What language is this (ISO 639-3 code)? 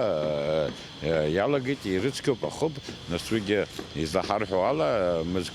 abk